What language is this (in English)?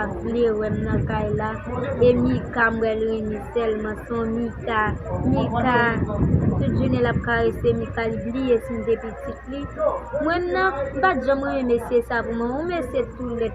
Haitian Creole